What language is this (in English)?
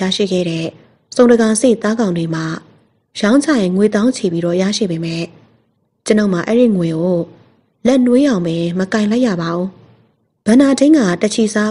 Burmese